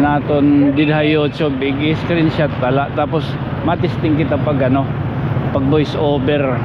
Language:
Waray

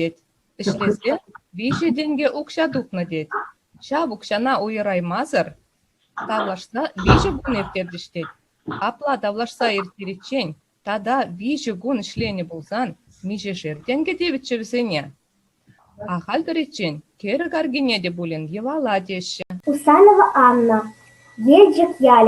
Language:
Chuvash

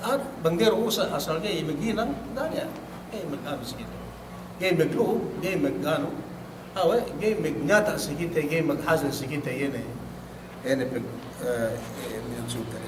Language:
Yakan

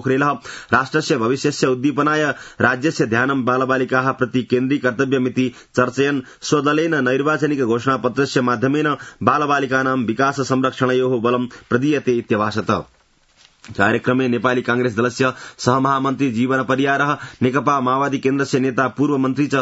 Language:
Sanskrit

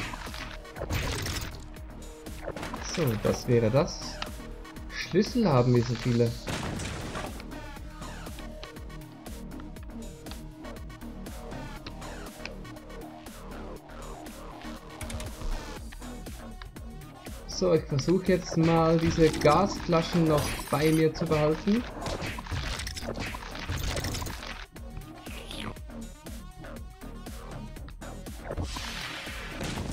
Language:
German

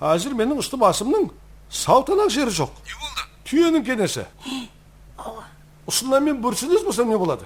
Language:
Kara-Kalpak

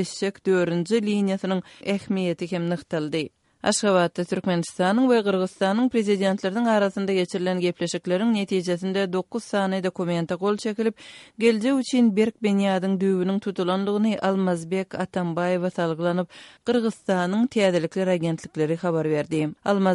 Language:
Kyrgyz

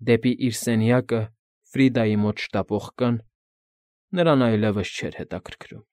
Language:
Armenian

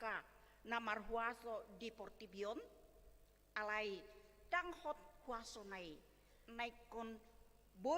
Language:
Batak Toba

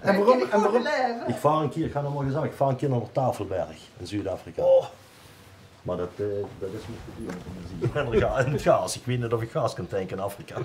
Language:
Limburgish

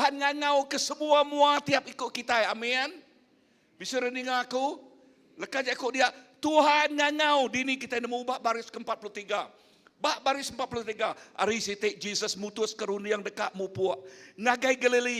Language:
Iban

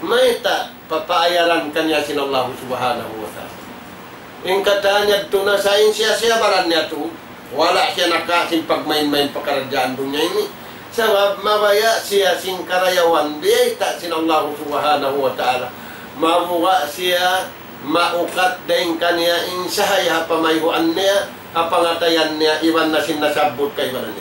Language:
Tausug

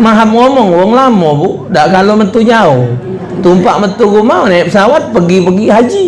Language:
Musi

